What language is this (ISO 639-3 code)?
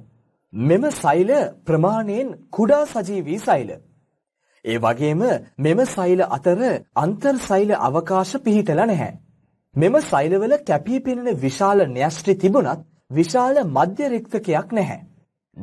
sin